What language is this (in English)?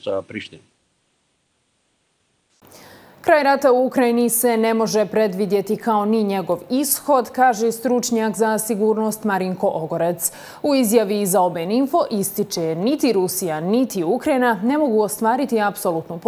Bosnian